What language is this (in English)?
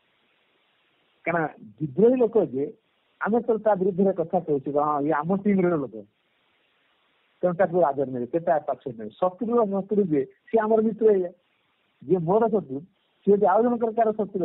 Odia